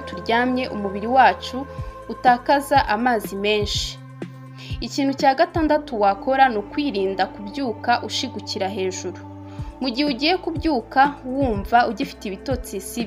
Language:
Kinyarwanda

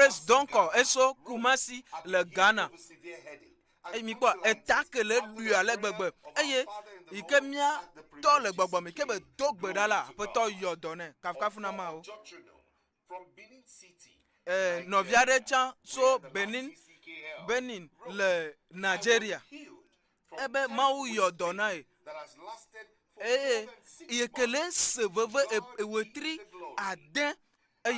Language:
Ewe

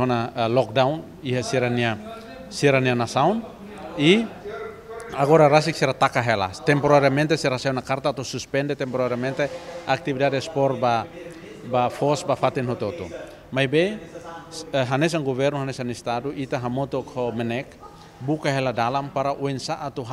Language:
Tetum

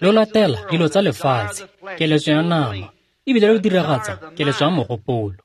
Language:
Tswana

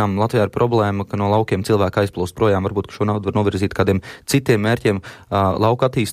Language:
Latvian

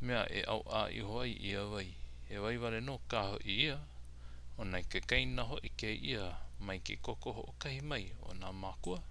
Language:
Hawaiian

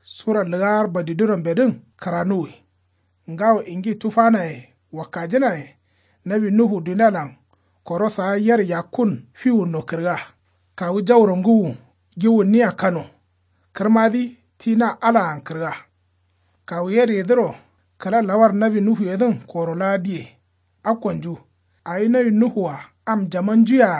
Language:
Kanuri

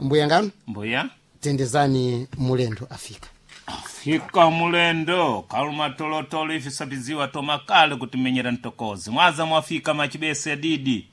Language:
Sena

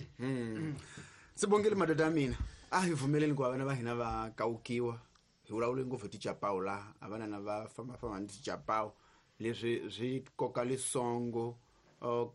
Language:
Tsonga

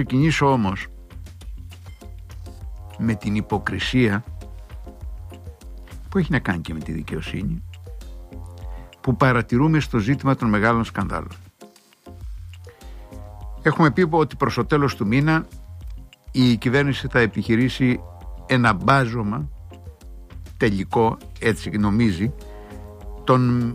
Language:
Greek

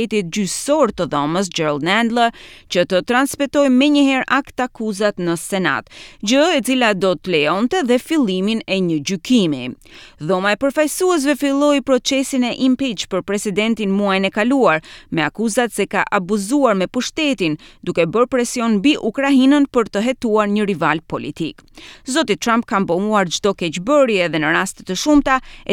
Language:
Albanian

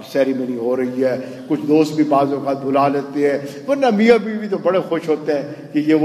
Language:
Urdu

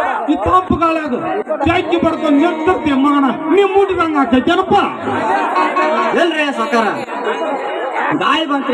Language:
Kannada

